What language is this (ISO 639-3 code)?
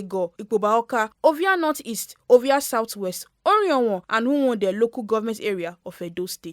pcm